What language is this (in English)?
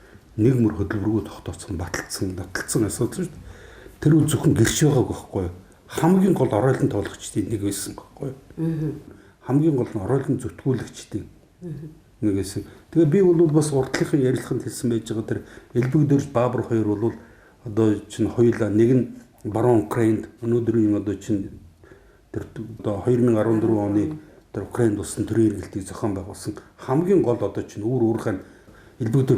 Mongolian